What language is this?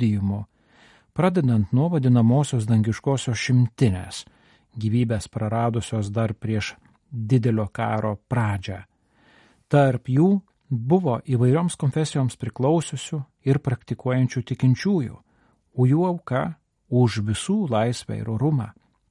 Lithuanian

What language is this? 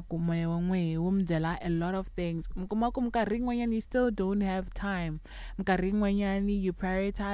Tsonga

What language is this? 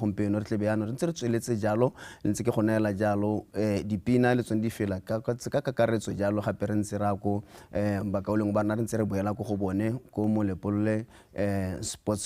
Tswana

